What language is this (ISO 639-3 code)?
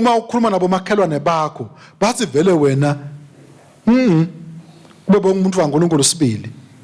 ssw